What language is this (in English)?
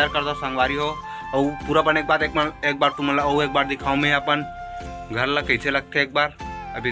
Chhattisgarhi